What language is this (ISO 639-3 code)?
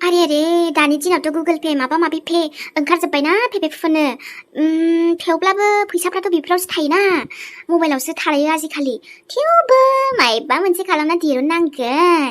brx